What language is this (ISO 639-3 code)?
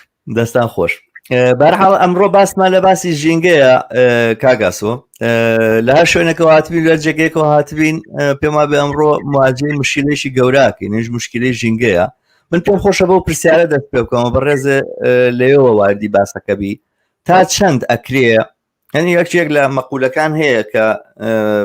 ckb